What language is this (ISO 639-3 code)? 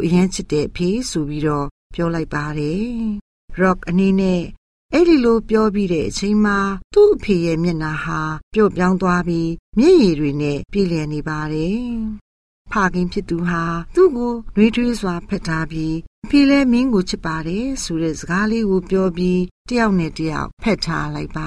mya